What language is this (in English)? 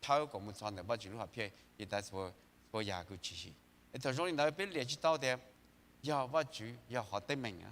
Hmong